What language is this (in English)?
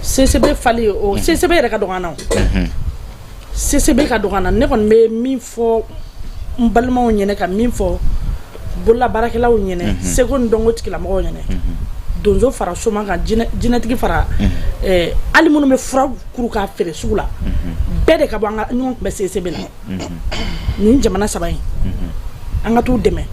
Bambara